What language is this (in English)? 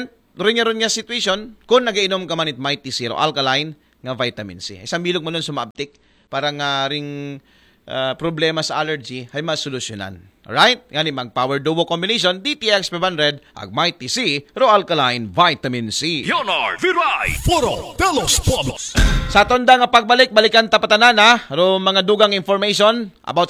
Aklanon